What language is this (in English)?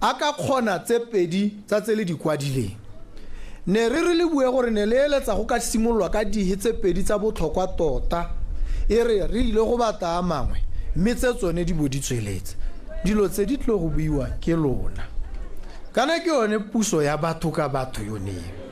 Tswana